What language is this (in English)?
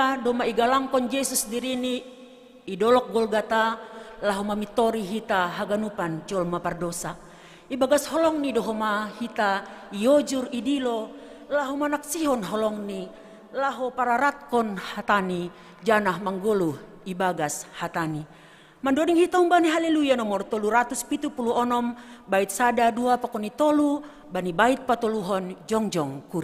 Batak Simalungun